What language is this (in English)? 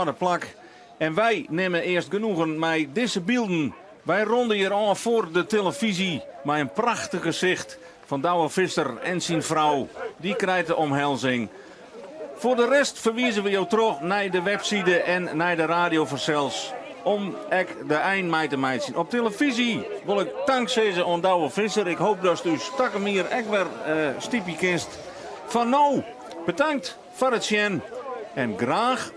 Western Frisian